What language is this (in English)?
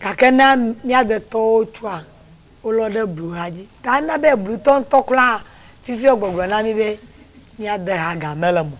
Ewe